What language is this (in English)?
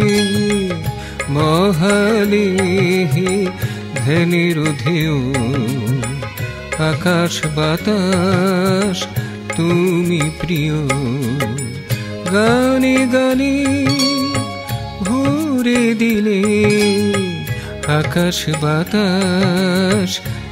Bangla